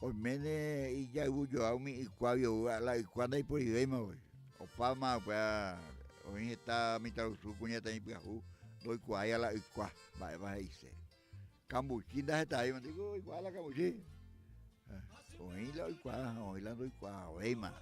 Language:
Guarani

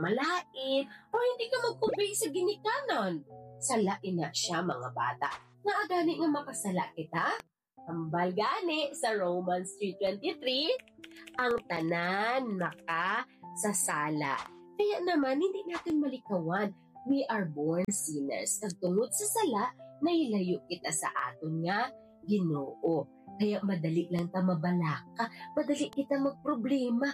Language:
Hiligaynon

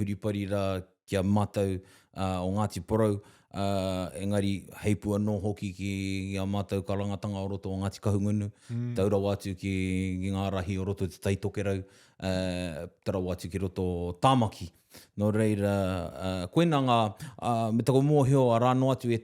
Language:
Māori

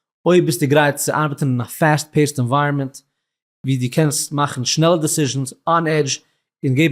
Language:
Yiddish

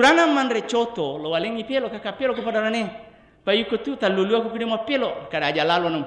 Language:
Buginese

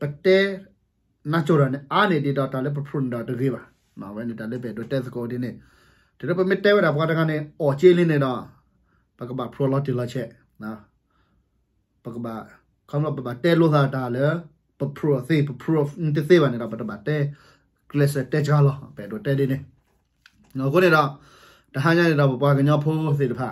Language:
S'gaw Karen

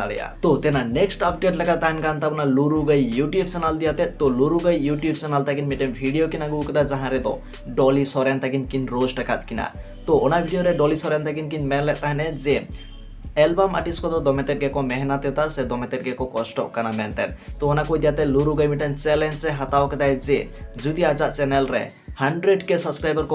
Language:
Santali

